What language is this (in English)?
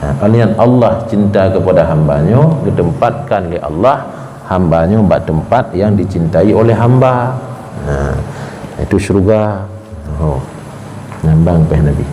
Achinese